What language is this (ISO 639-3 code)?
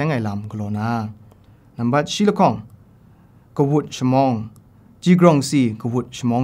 kac